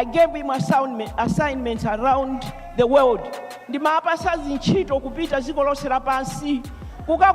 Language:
Nyanja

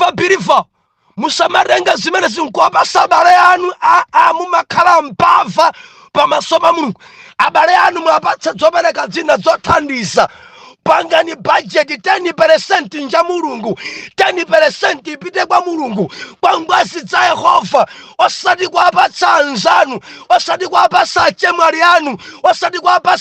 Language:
Nyanja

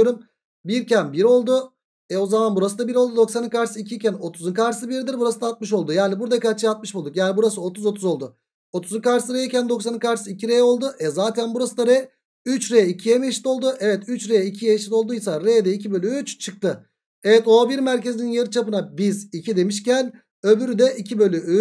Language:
Turkish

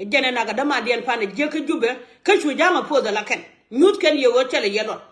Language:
Nuer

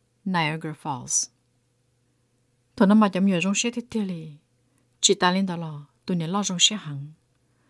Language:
Vietnamese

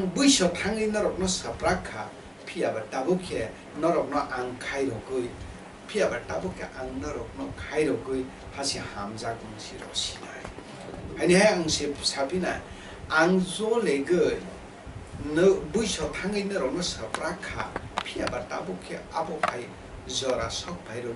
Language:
Kok Borok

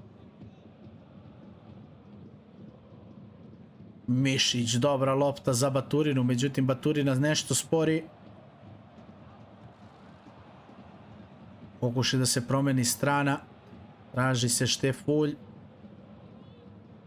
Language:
Serbian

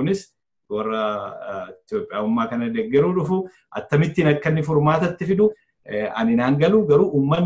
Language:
Oromo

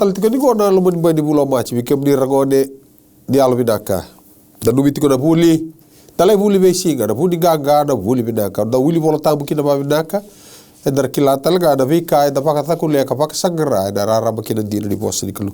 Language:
Fijian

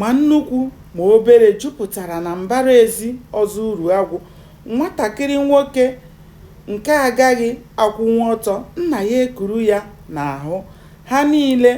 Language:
Igbo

